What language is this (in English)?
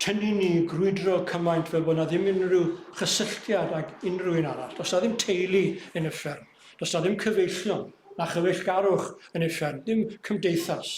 Welsh